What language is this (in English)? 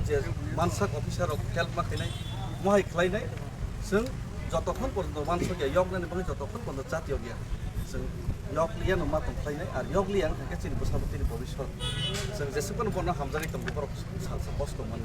Kok Borok